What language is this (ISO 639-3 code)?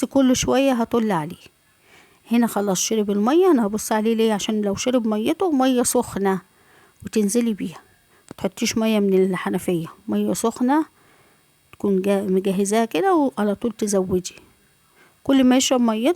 arz